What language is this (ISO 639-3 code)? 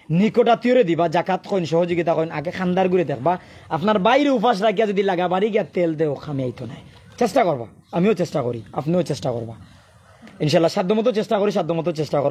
syl